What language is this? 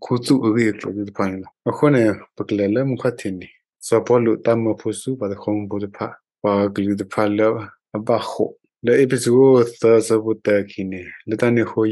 S'gaw Karen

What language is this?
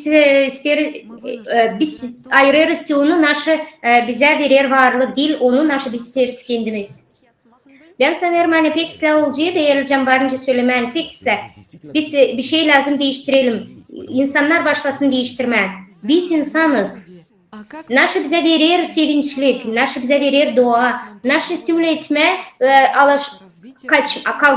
Gagauz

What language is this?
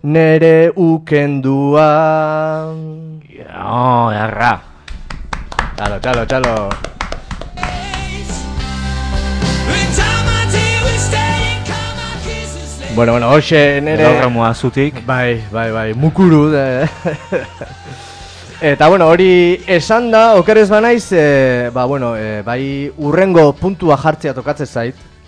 Basque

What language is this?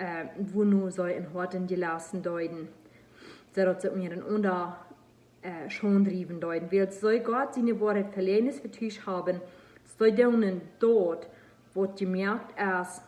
Plautdietsch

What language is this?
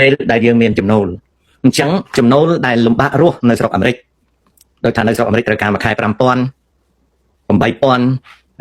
Khmer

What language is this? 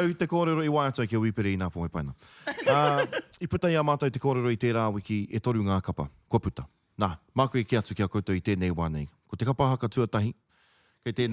Māori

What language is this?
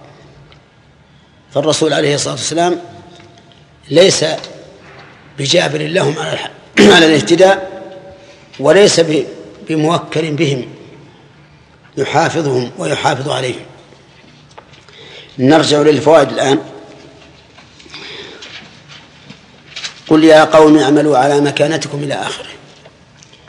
Arabic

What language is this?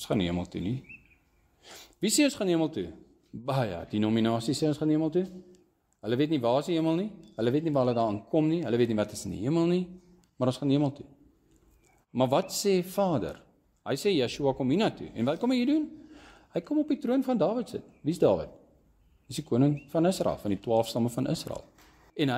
Afrikaans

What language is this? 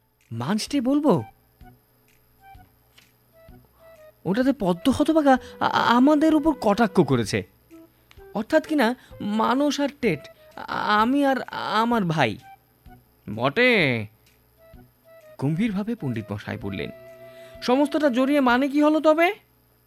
Bangla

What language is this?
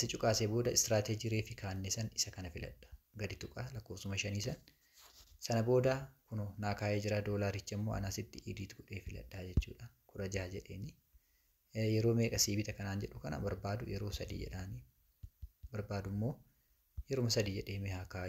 Oromo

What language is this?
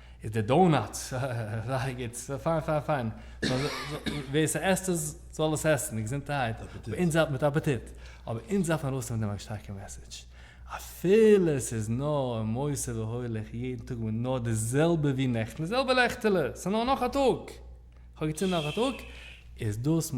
Yiddish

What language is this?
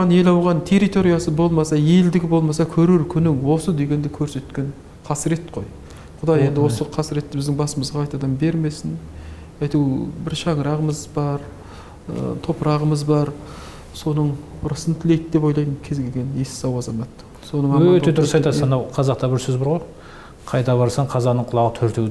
Kazakh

